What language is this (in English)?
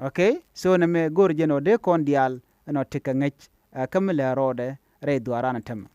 Nuer